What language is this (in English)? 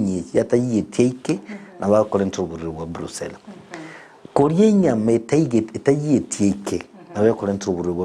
Gusii